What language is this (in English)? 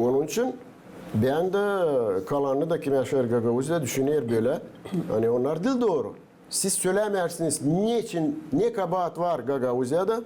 Gagauz